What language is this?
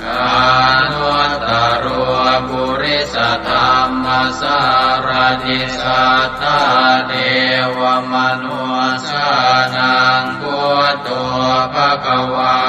Pali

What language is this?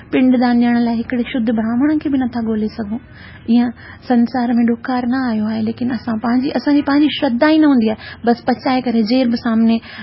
Sindhi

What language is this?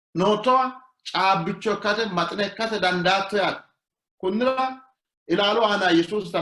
Sidamo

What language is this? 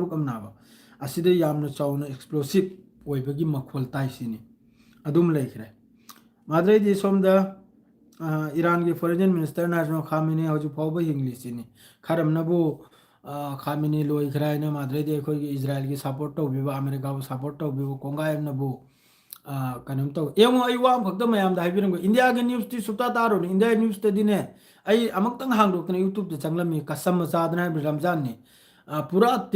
Manipuri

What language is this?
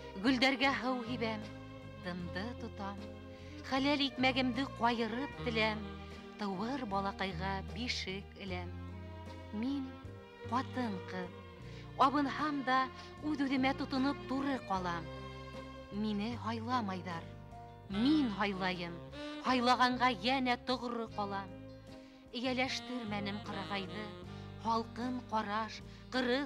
Bashkir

